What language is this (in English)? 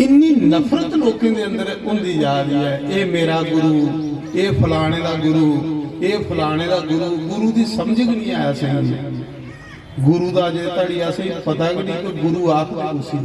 Dogri